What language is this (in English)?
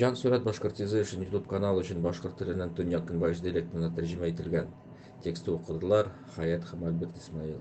Bashkir